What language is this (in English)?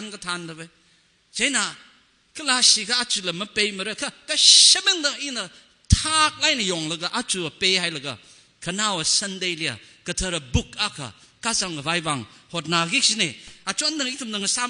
Tangkhul Naga (India)